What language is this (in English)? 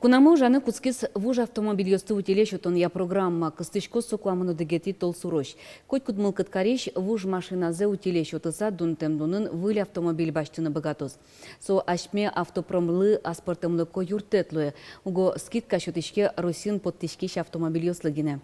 Udmurt